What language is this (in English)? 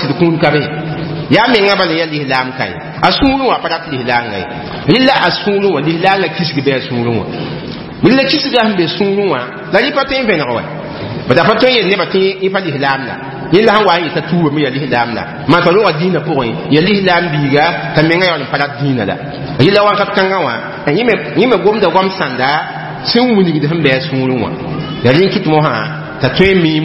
Mossi